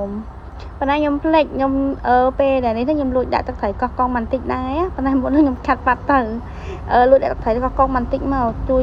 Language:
Khmer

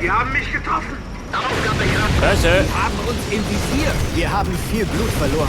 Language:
Bavarian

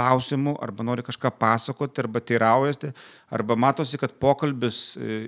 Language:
Lithuanian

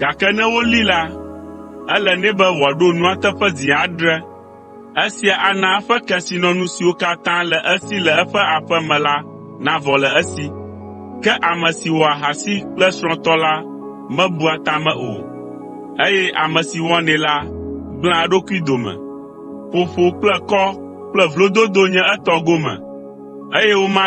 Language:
Ewe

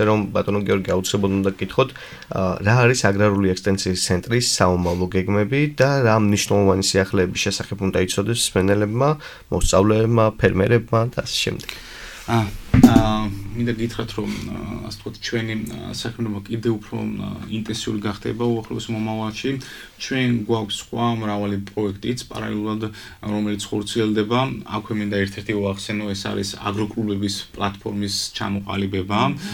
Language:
Georgian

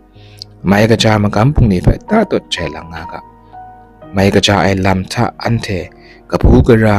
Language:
Kachin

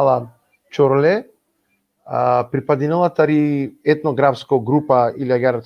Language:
Balkan Romani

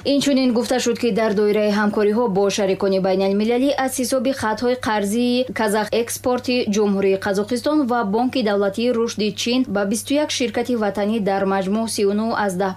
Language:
Tajik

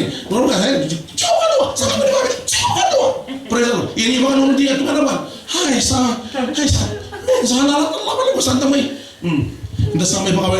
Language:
Fijian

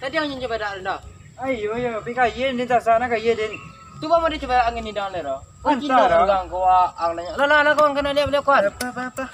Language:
Minangkabau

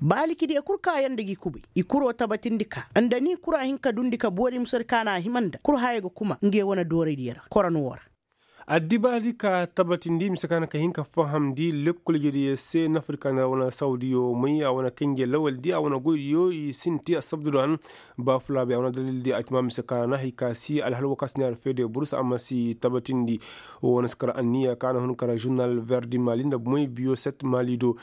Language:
Koyraboro Senni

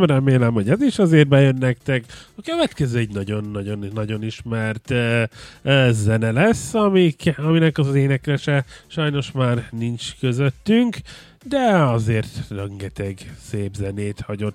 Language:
Hungarian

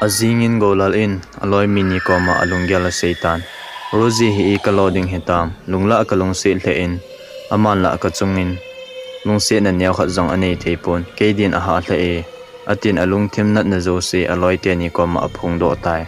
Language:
Thado Chin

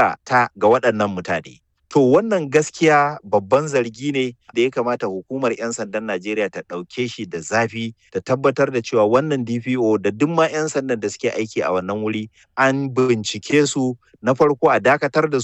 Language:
Hausa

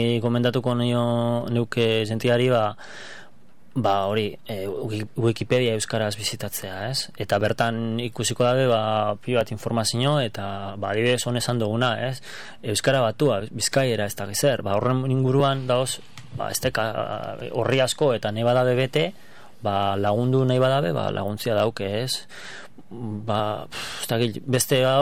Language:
Basque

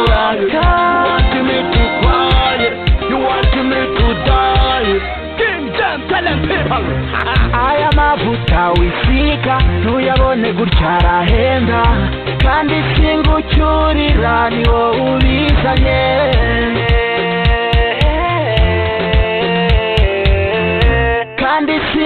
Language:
Kinyarwanda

